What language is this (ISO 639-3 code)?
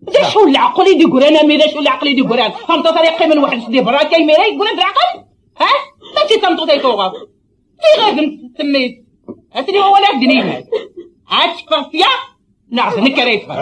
kab